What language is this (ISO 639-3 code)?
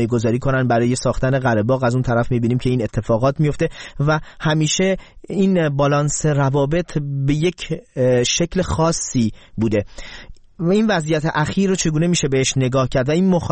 fas